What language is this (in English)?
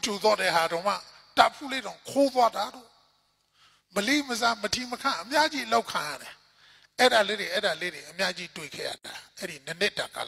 Burmese